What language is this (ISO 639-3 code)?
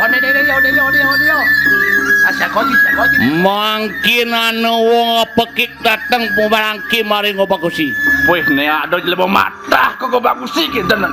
ban